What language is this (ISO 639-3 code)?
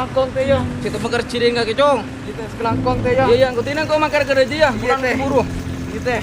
mad